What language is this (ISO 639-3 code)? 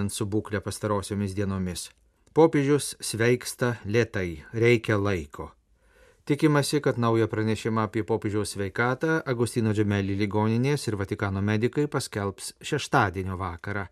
lit